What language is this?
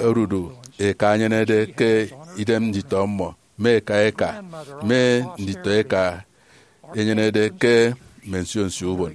Efik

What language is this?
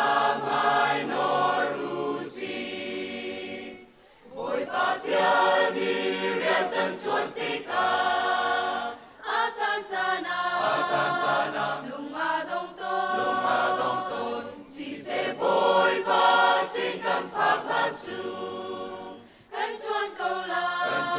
Hakha Chin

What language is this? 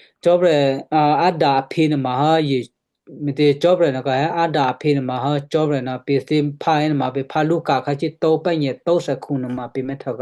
Western Kayah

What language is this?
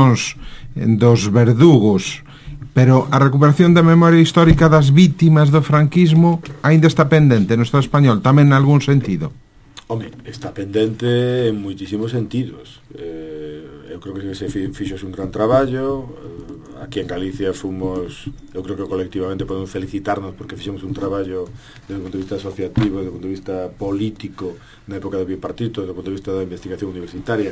Galician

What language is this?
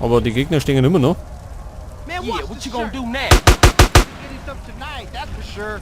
Bavarian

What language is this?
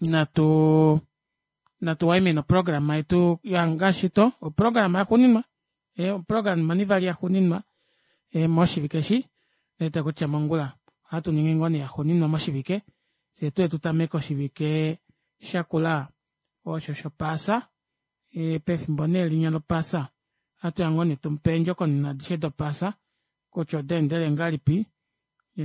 Kuanyama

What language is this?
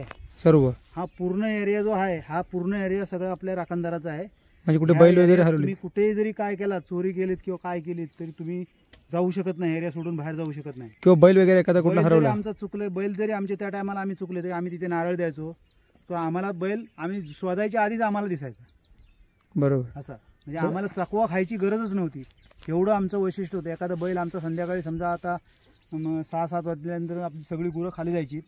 Marathi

